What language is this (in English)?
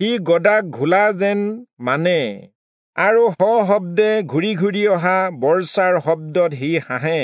Assamese